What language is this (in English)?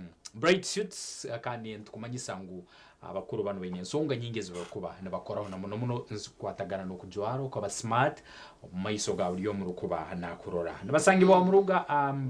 Nyankole